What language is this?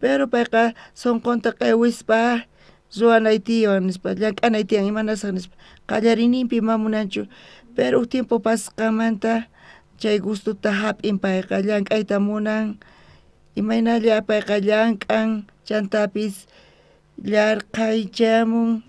South Bolivian Quechua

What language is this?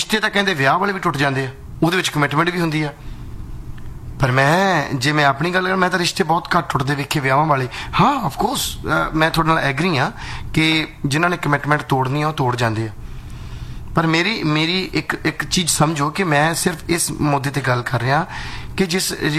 Punjabi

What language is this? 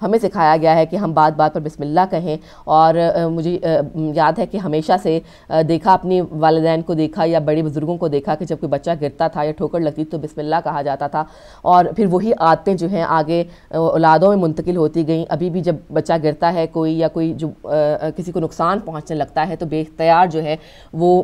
Urdu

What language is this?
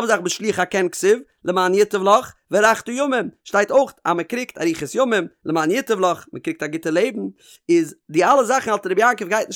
Yiddish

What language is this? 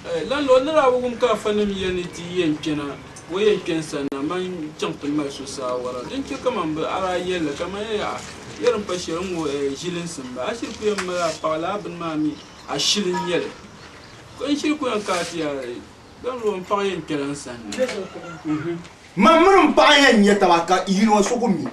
Dagbani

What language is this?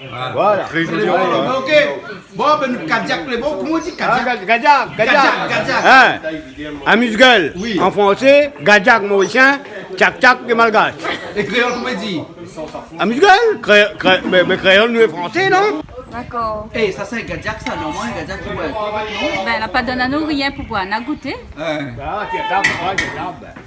Réunion Creole French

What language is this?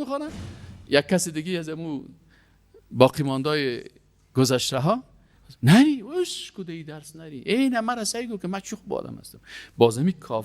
Persian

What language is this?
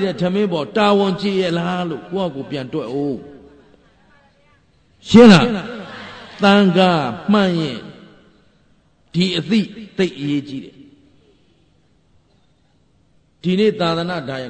Burmese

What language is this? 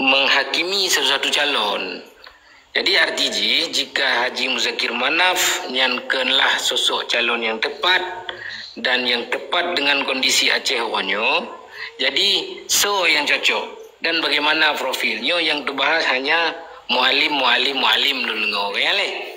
Achinese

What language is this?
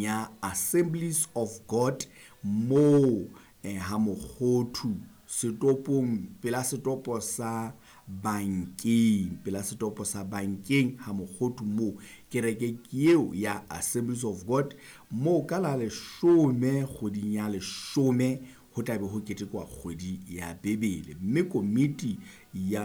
Southern Sotho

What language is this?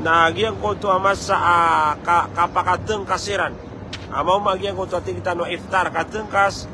Maranao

